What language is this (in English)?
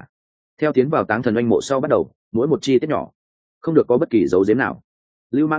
Vietnamese